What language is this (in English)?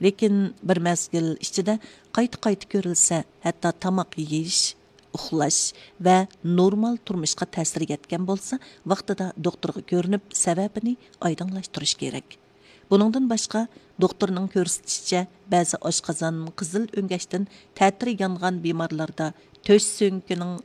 Uyghur